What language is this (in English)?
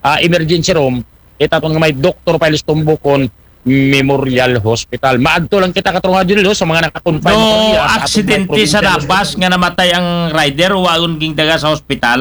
Aklanon